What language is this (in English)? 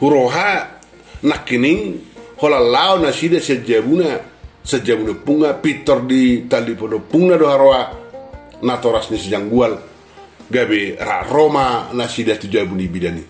Batak Toba